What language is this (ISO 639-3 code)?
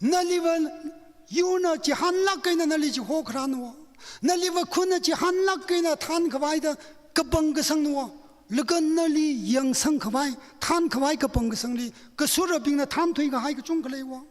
nmf